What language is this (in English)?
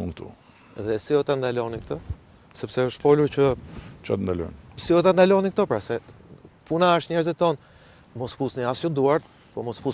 Albanian